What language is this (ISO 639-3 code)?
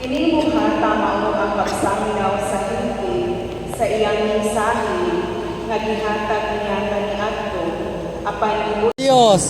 ceb